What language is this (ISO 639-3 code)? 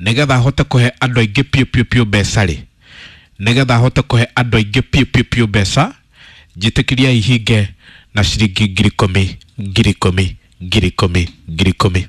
kik